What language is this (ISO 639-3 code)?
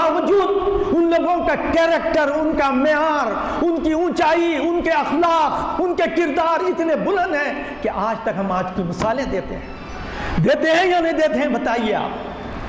urd